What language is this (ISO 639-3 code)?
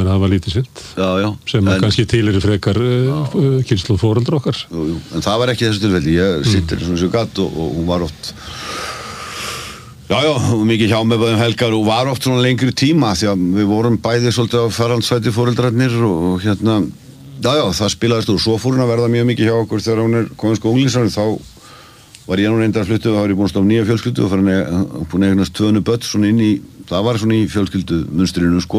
isl